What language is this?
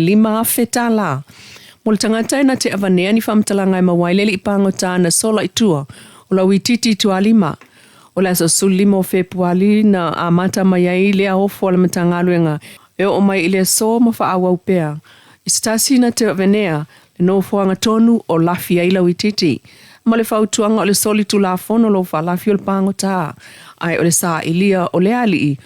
Samoan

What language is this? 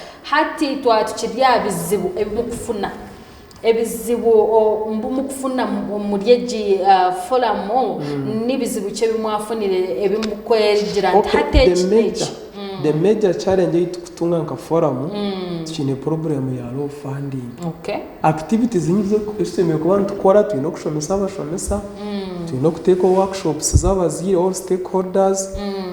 Nyankole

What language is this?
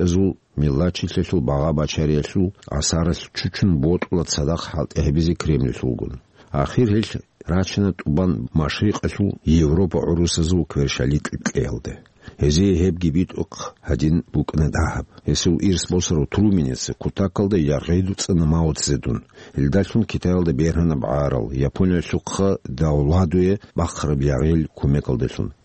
Avaric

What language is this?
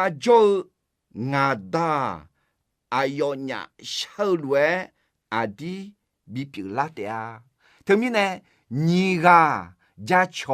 Akha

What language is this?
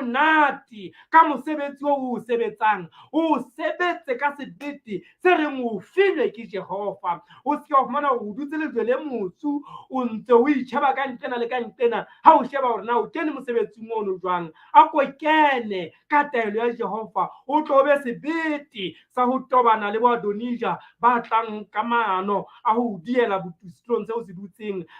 Southern Sotho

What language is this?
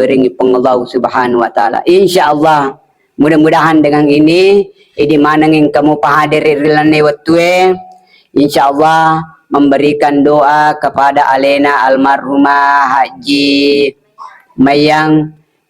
Buginese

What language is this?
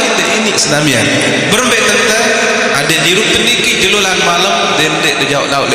Sasak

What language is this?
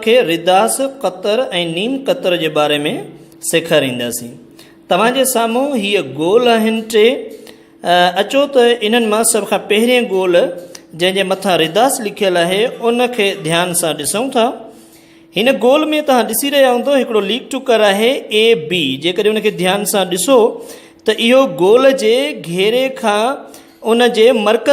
Sindhi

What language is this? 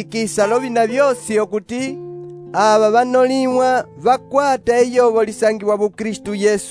Umbundu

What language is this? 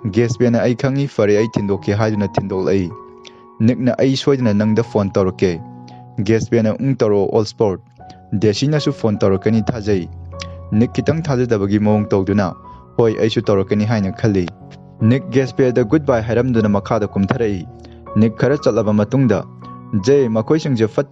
Manipuri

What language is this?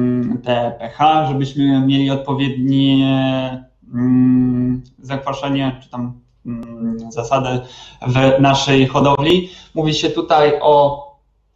Polish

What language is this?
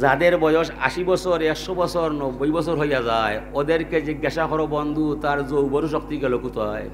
Sylheti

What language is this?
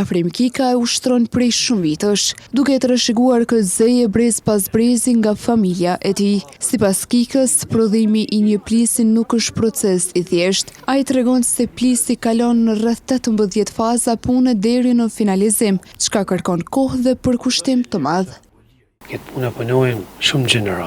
Albanian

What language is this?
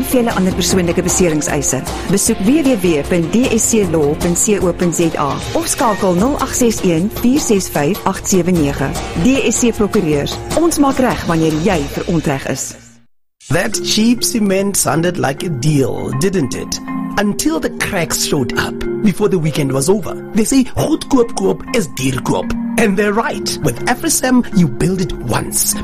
Afrikaans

